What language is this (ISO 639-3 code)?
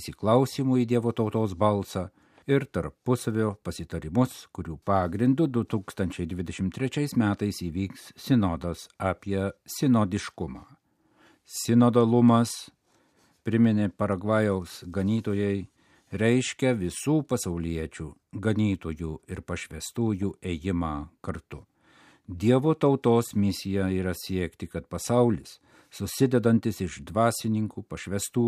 lit